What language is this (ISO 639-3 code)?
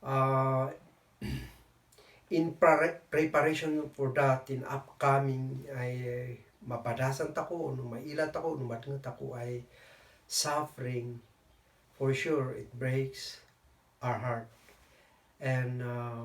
kne